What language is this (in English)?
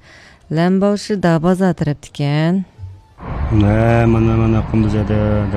Uyghur